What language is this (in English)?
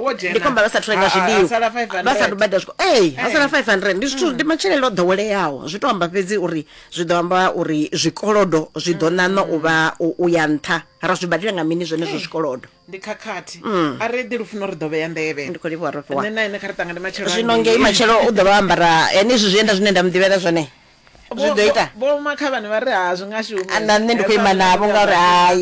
Venda